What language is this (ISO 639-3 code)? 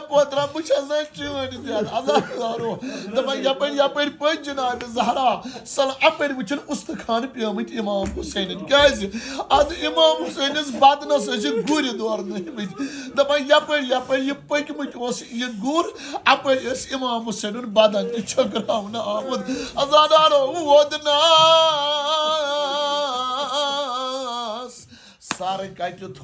kas